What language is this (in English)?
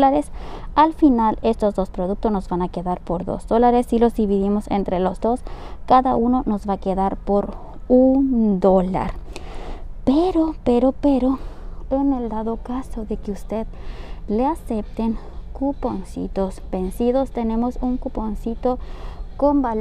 Spanish